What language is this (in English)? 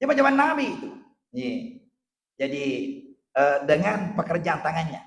Buginese